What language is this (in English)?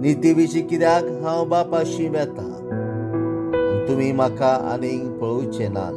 Konkani